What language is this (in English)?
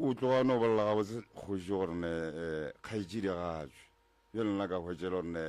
Northern Sotho